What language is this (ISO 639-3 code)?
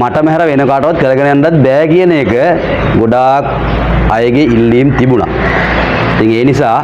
sin